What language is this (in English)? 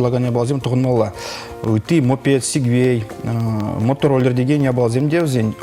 Chuvash